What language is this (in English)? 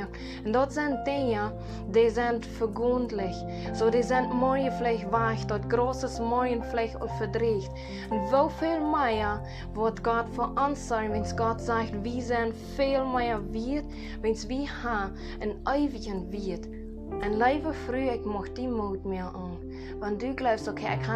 Plautdietsch